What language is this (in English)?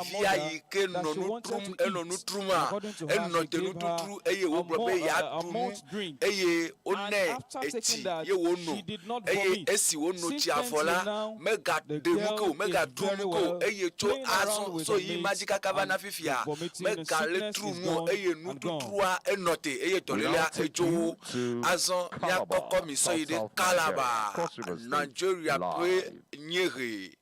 Ewe